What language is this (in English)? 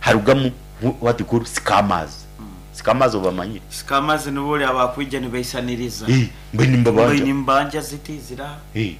Nyankole